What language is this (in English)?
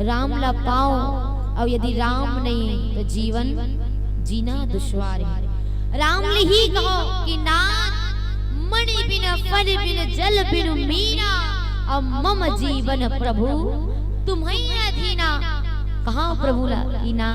Chhattisgarhi